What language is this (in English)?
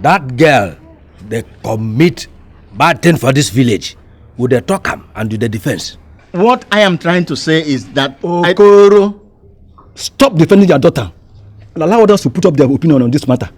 Nigerian Pidgin